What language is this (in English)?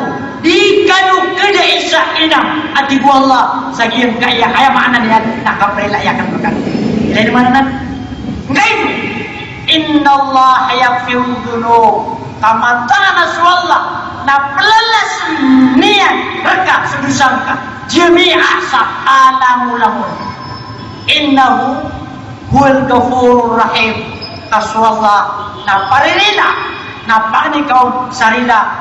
Maranao